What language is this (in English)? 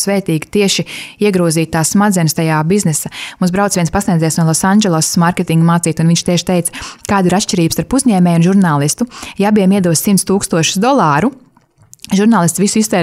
Latvian